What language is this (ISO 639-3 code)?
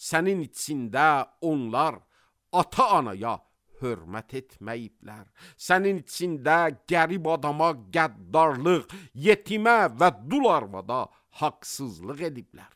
aze